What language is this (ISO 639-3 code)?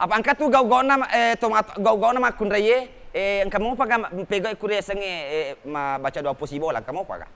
bug